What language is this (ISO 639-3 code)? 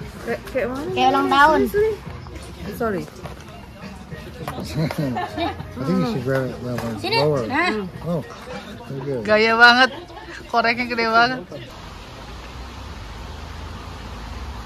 ind